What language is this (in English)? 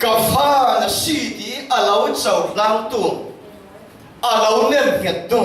Falam Chin